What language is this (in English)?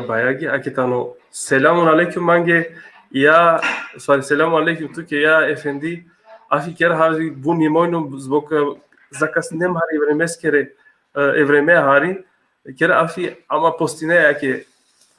Balkan Romani